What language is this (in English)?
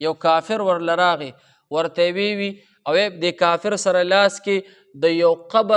Pashto